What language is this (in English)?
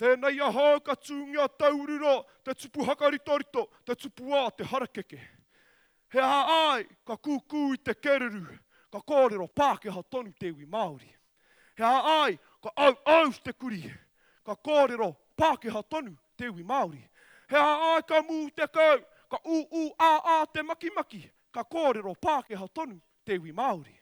Māori